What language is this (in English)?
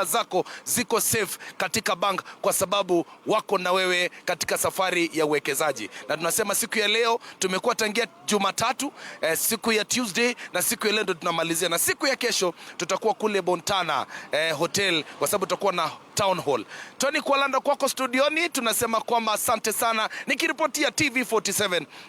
Swahili